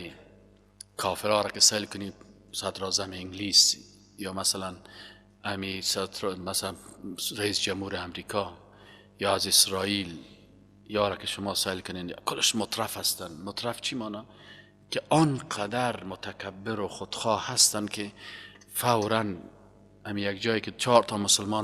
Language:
Persian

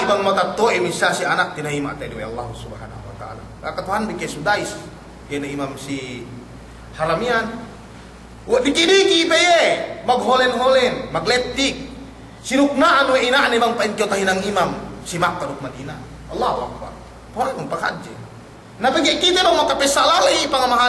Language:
Yakan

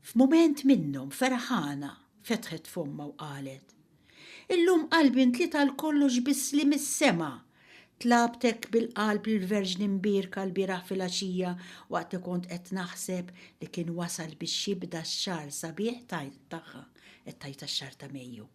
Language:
Maltese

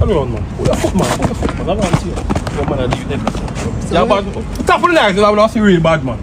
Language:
Jamaican Creole English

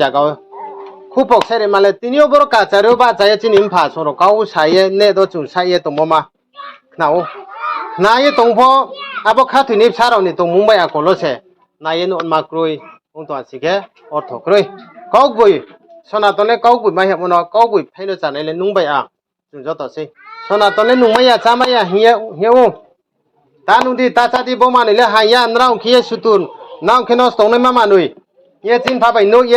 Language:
Riang (India)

